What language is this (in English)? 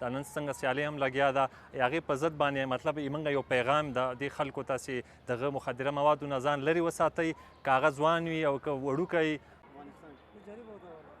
Pashto